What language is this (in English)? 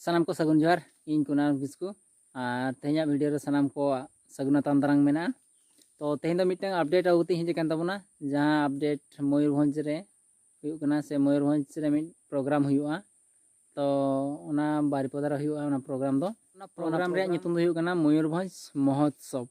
Santali